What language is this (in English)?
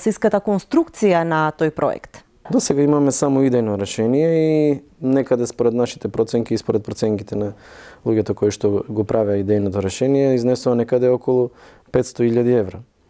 Macedonian